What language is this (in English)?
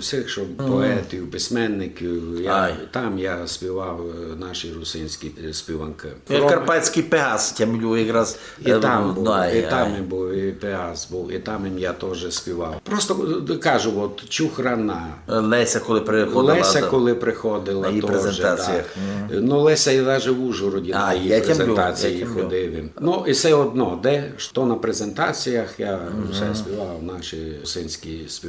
Rusyn